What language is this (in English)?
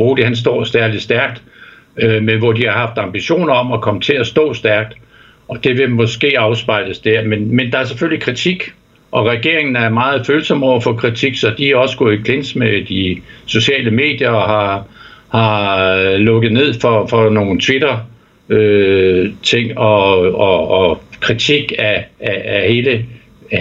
Danish